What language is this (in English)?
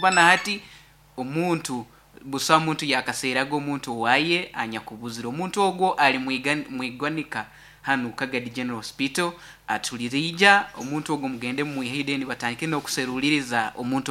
Nyoro